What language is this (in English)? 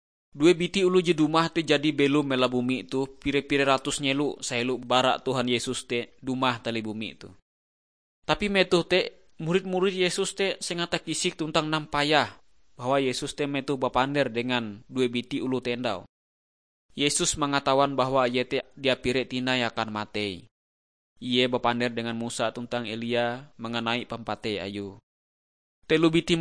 Ngaju